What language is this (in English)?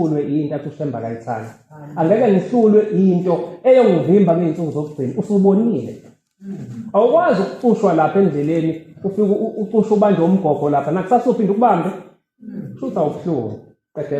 Zulu